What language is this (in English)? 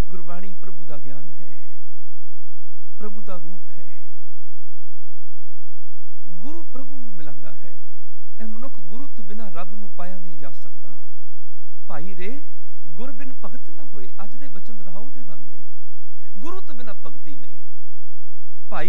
Punjabi